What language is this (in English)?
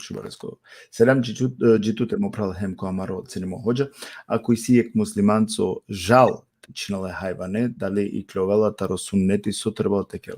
Balkan Romani